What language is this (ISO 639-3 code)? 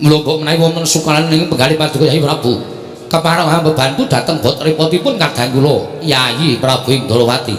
jav